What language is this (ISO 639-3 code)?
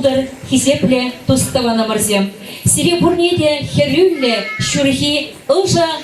chv